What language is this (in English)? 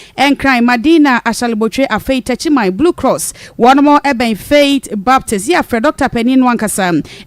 Akan